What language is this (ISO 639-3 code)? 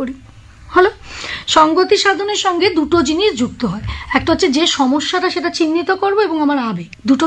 ben